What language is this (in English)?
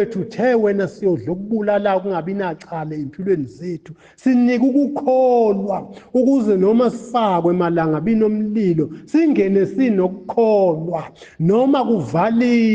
Zulu